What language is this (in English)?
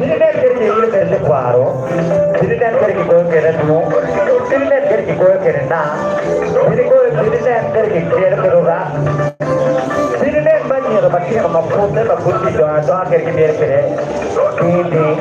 Acoli